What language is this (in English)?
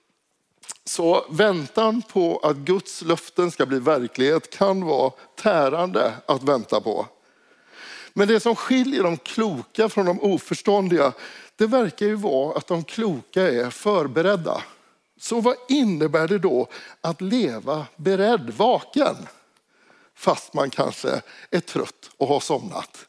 Swedish